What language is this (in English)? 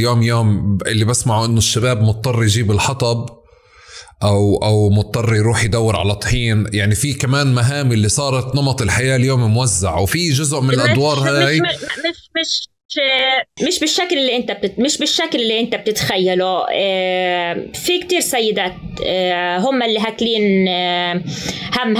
North Levantine Arabic